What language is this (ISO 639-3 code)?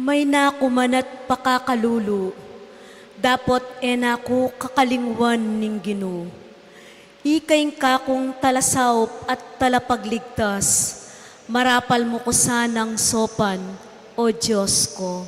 pam